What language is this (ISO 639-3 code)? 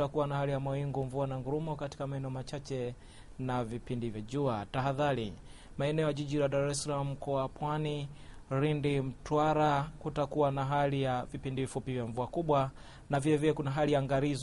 swa